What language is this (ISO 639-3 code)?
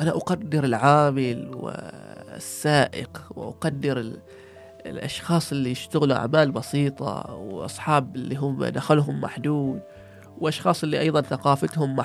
afb